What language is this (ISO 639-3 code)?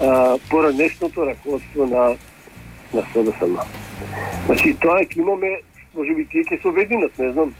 mkd